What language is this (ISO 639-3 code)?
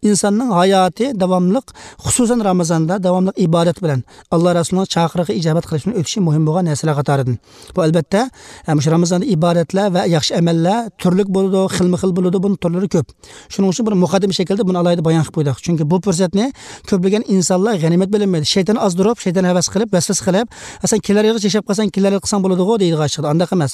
uig